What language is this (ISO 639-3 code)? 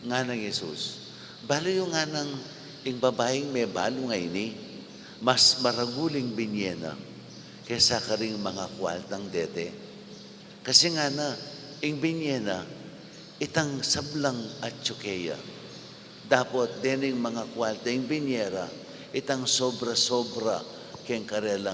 pam